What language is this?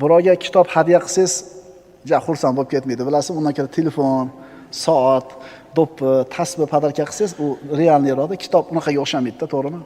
Uzbek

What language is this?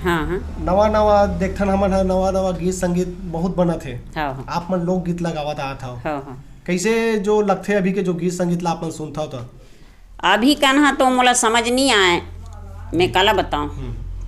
Chhattisgarhi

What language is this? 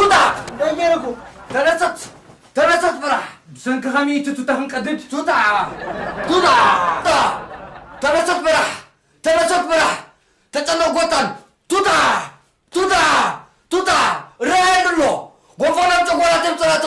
Tigrinya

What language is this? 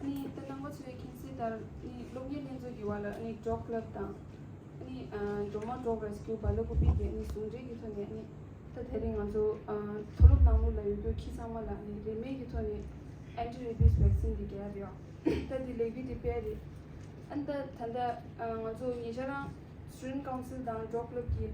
Tibetan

